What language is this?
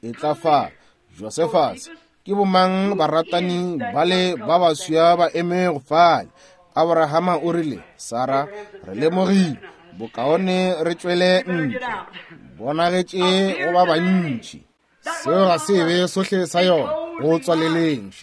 Northern Sotho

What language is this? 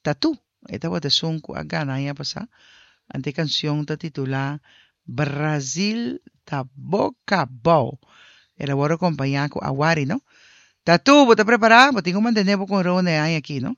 Papiamento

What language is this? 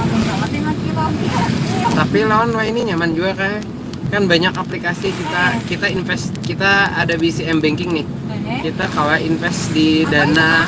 Banjar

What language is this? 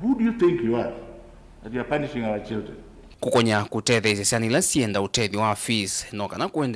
Kamba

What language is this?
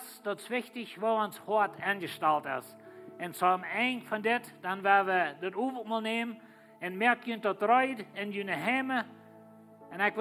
Plautdietsch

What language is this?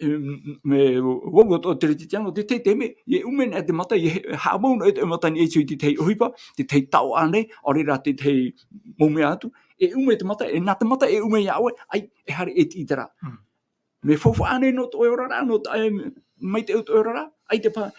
Tahitian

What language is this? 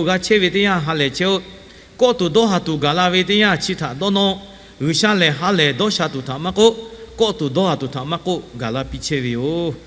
Lahu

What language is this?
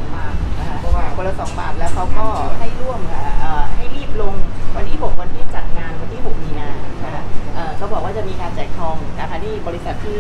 Thai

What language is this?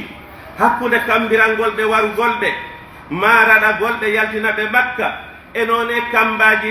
Pular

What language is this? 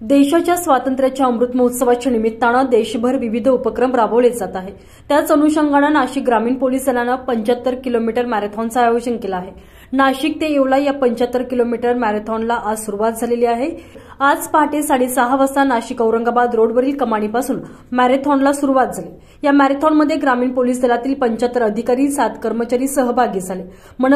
Marathi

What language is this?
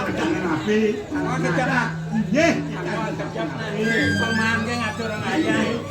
Balinese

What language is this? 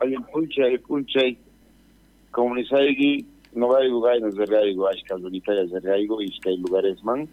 South Bolivian Quechua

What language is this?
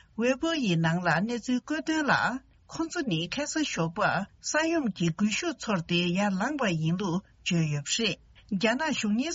Tibetan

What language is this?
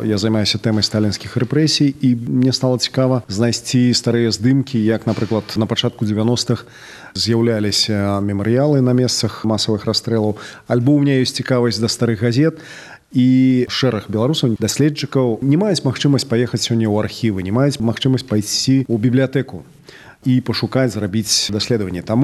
Belarusian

